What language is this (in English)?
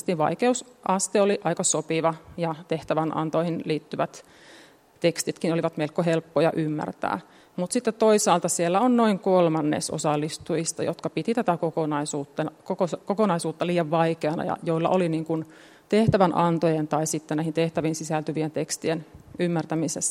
Finnish